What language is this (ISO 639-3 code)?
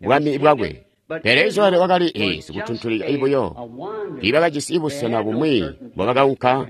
toi